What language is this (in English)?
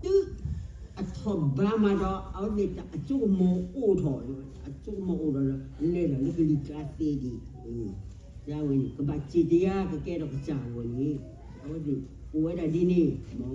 S'gaw Karen